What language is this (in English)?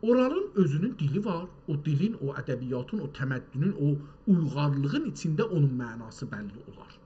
South Azerbaijani